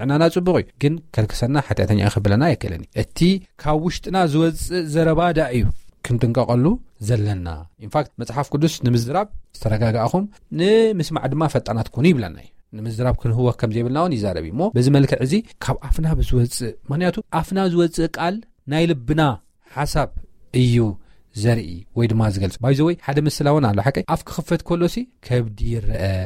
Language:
Tigrinya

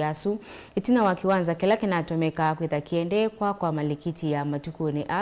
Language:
Kamba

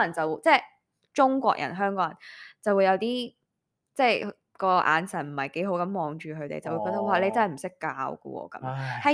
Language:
Cantonese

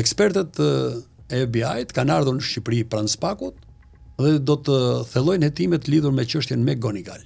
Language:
Albanian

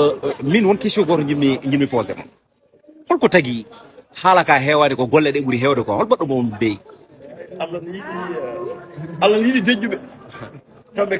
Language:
Fula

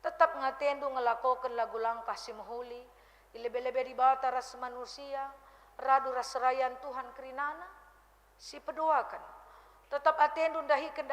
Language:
Batak Karo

